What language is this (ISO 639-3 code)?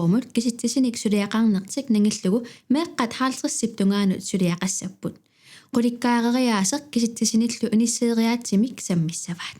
kal